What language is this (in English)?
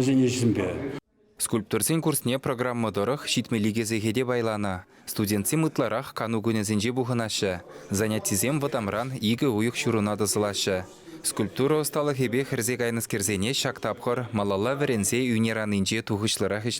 Chuvash